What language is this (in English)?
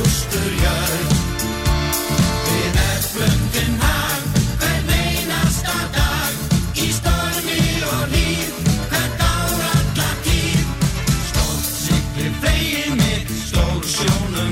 Icelandic